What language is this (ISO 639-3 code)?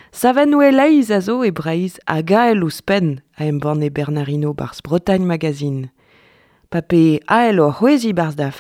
bre